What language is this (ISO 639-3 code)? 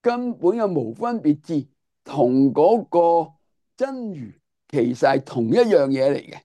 yue